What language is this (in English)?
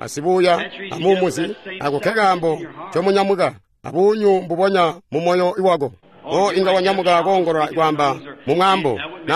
Tonga (Zambia)